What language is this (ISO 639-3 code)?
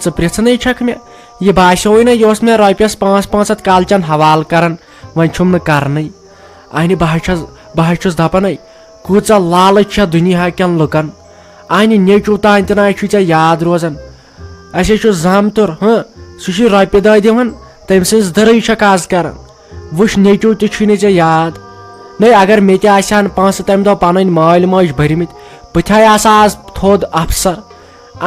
kas